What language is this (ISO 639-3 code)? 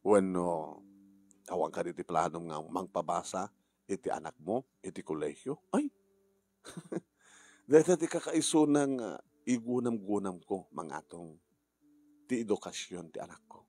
ilo